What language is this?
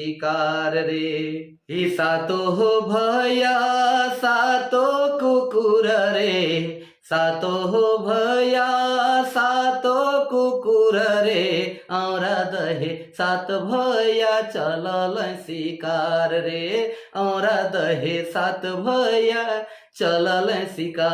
Sadri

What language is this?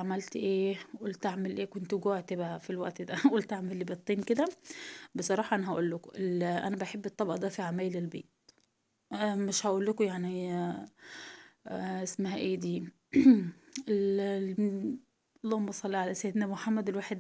Egyptian Arabic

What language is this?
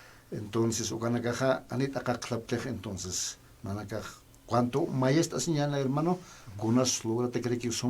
Aymara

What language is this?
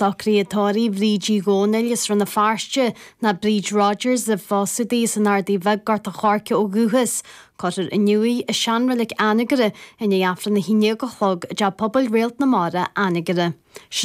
Irish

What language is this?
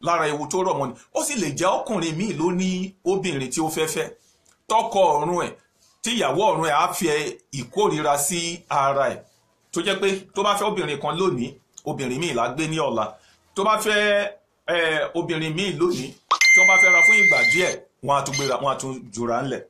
Yoruba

